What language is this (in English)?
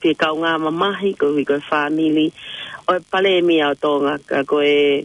Tongan